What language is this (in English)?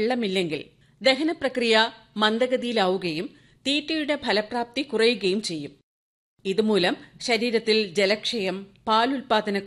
Malayalam